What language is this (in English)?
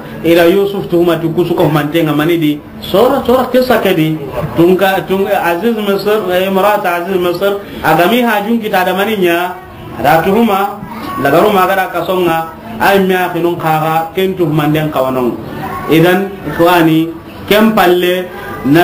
Soninke